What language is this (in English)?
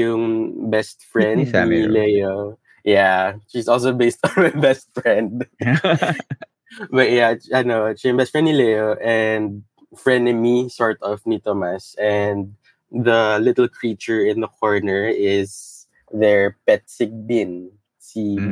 Filipino